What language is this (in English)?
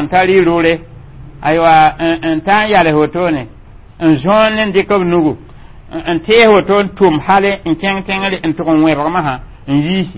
Mossi